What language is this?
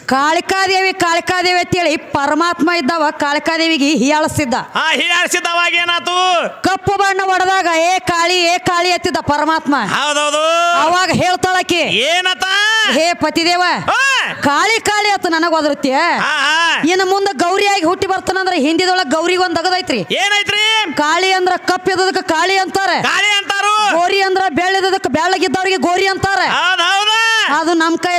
Kannada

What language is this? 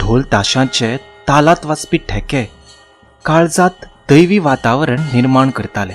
Konkani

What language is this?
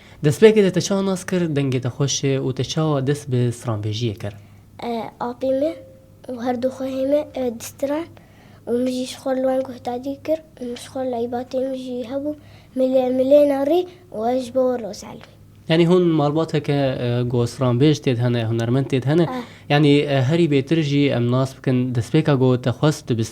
Kurdish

